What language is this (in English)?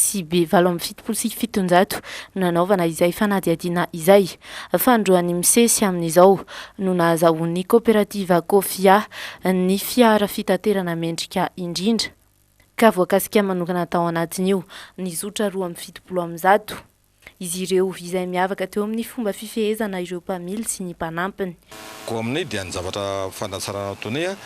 Malagasy